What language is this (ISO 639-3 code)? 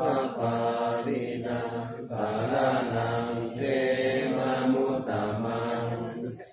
pli